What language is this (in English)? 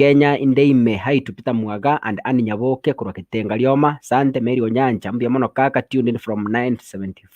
Gusii